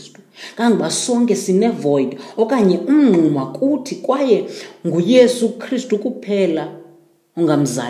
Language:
Xhosa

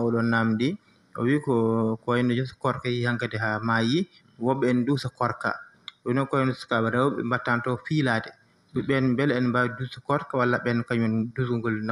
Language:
Fula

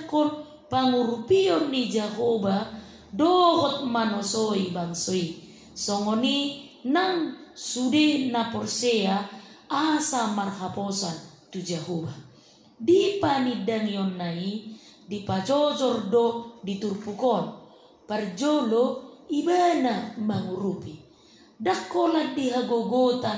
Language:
Batak Toba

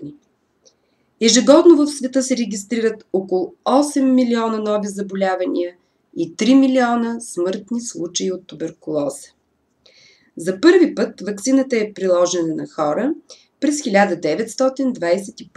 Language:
Bulgarian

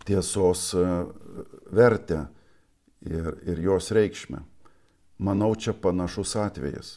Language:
Lithuanian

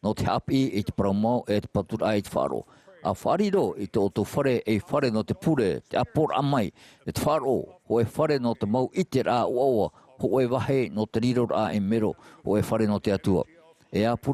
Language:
Tahitian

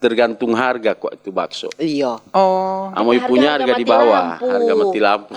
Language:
Manado Malay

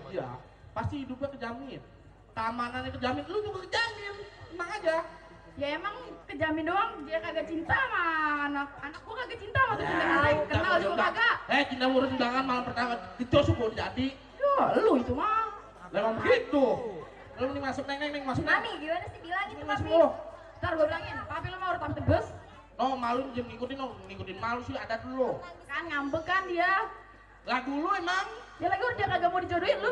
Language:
Betawi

